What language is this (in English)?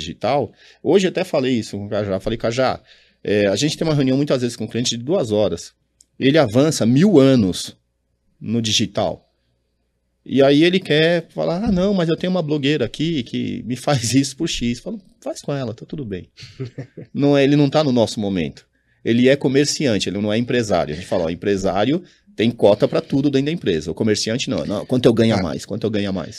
Portuguese